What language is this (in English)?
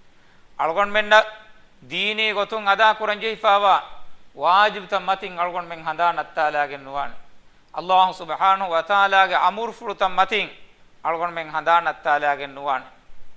Divehi